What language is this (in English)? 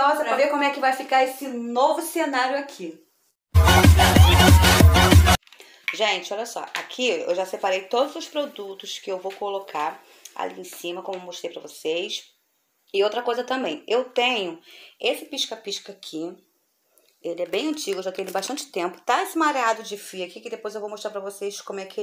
Portuguese